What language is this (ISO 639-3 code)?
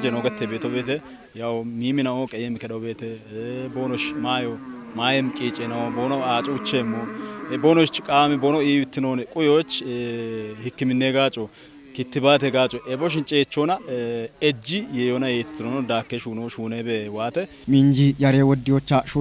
kbr